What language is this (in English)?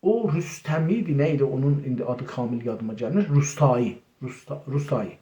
South Azerbaijani